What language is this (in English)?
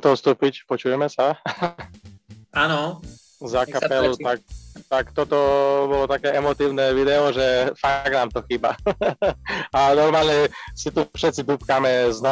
Slovak